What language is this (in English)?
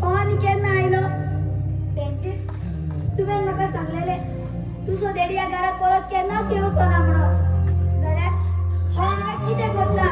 Konkani